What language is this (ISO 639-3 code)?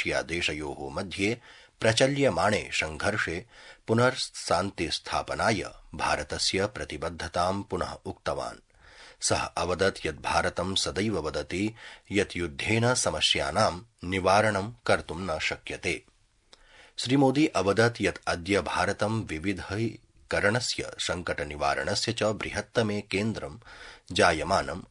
san